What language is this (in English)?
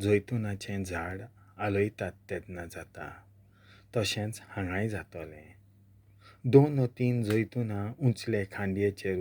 Konkani